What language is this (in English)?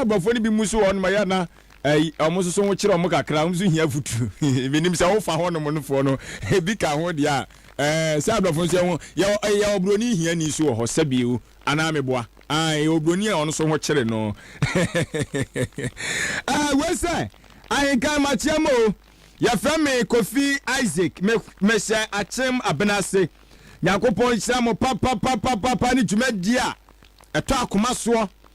Akan